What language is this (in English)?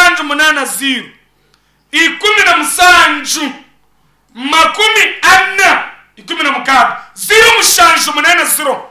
Nyankole